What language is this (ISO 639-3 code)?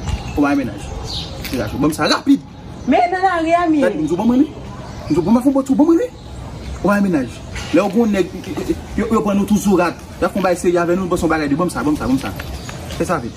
hat